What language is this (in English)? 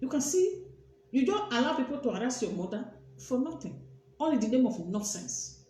Nigerian Pidgin